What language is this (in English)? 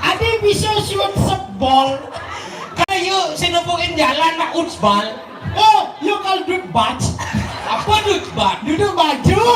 Balinese